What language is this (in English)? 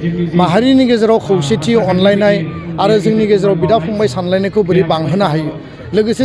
Bodo